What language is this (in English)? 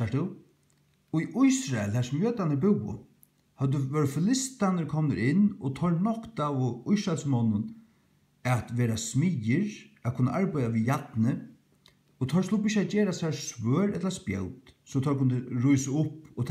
Faroese